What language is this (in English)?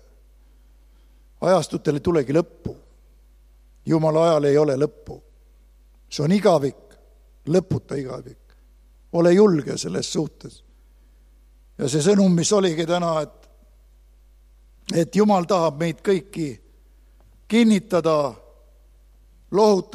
Estonian